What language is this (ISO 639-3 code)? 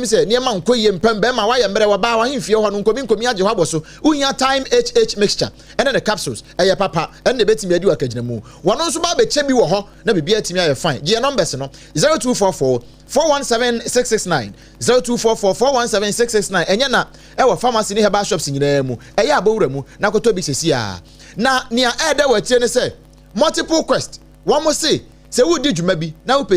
aka